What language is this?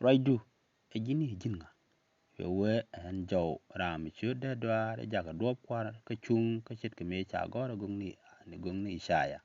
Nuer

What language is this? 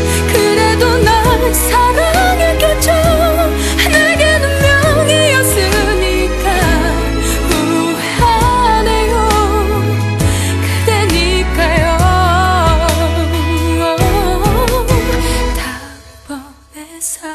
Korean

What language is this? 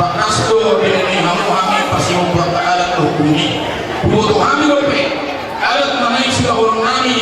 Batak Toba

